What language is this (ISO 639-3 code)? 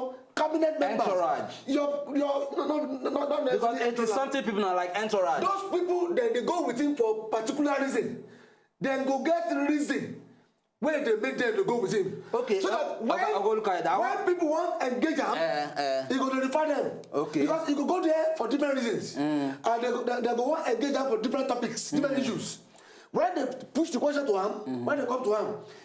pcm